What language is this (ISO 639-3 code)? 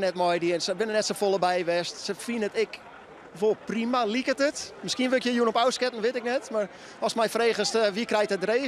fry